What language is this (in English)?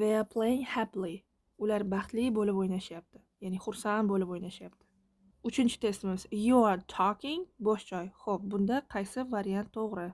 Uzbek